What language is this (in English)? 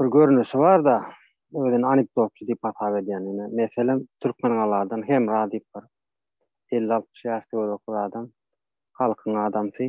Turkmen